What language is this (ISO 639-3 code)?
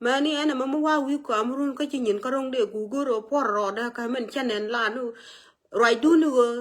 nus